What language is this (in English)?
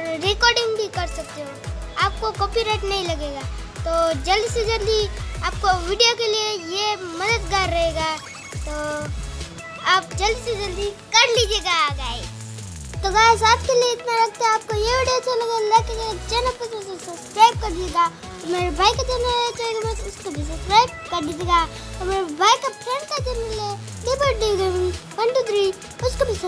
Hindi